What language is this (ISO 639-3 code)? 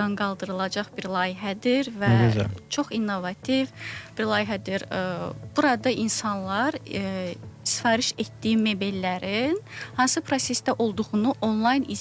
aze